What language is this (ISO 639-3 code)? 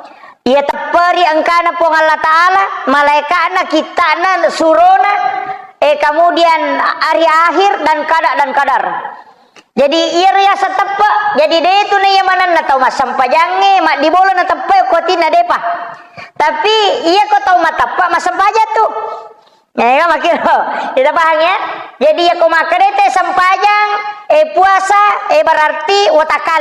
bug